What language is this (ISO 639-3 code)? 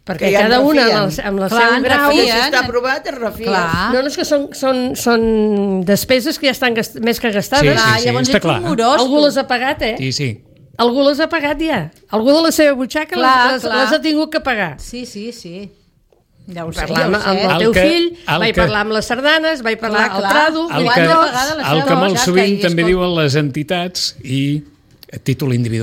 cat